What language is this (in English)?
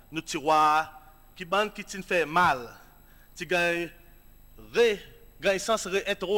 Seselwa Creole French